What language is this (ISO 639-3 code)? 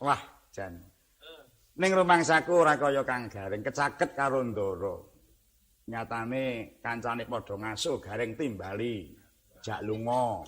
jav